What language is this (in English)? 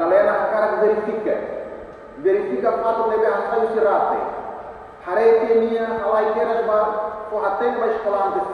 Tetum